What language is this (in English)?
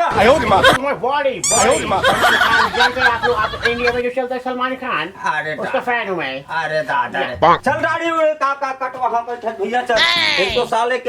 Chhattisgarhi